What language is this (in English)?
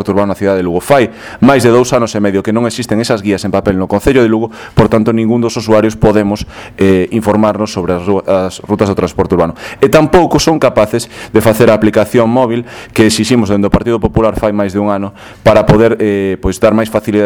Galician